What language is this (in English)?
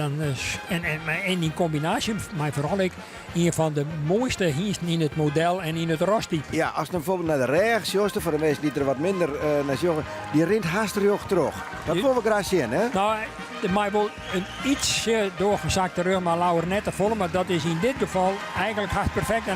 Western Frisian